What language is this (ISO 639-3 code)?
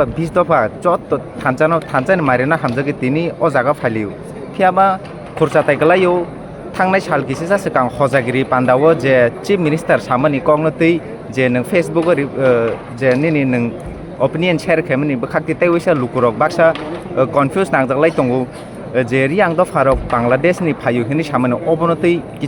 trp